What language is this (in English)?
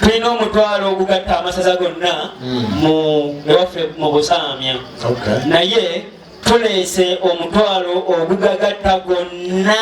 Ganda